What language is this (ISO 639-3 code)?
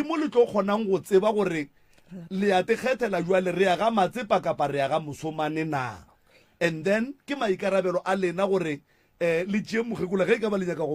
nso